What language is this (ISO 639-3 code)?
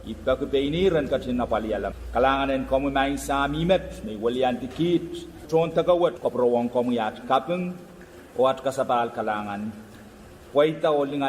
pon